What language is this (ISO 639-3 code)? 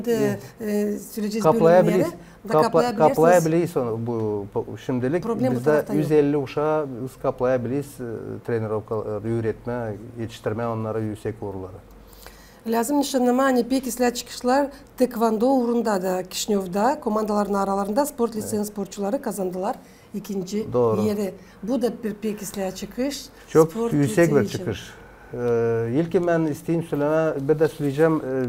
gag